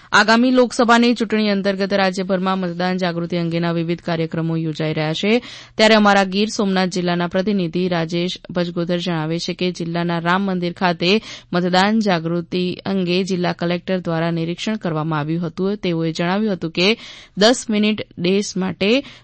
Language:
Gujarati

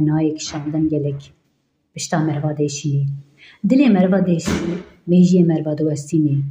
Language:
Kurdish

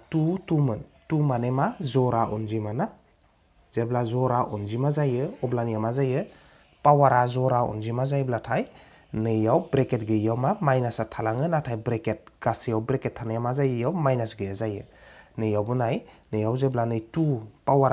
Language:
Bodo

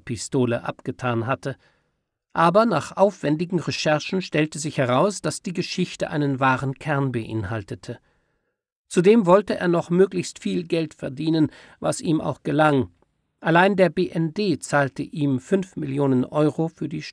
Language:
German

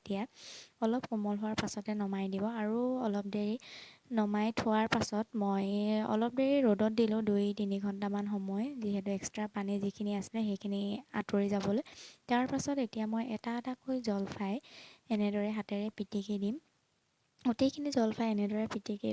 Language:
Assamese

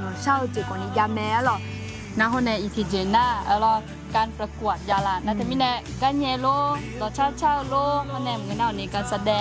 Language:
Akha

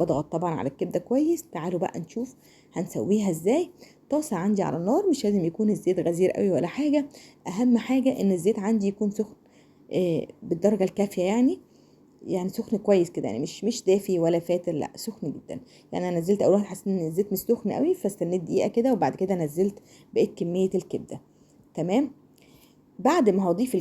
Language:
Egyptian Arabic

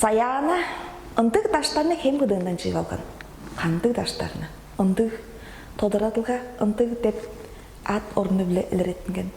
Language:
Tuvinian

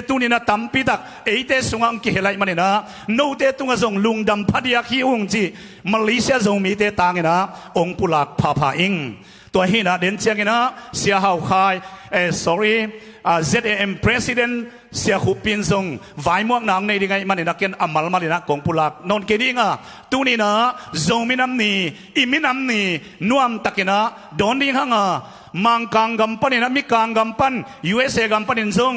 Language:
Tedim Chin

